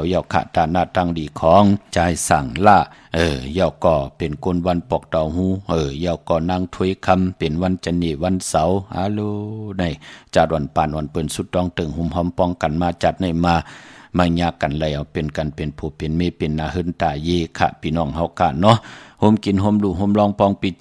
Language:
Shan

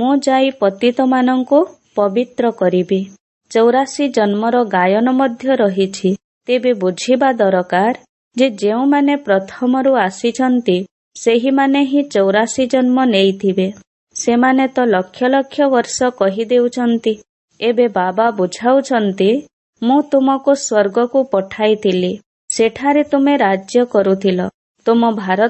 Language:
Odia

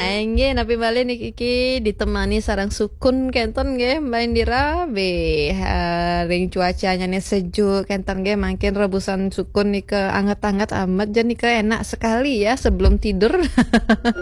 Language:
Balinese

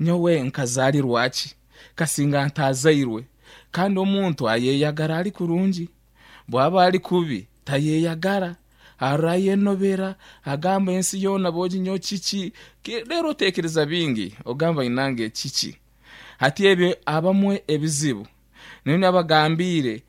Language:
Nyankole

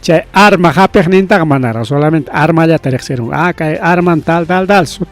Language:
Ayacucho Quechua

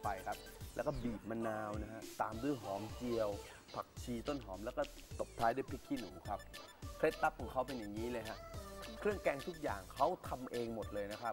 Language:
Thai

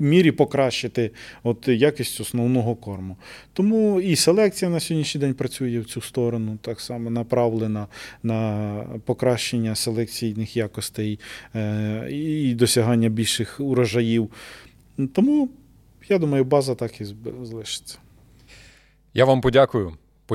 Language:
Ukrainian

